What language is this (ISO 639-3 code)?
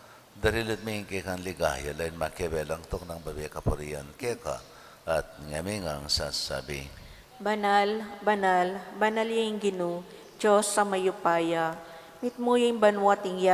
pam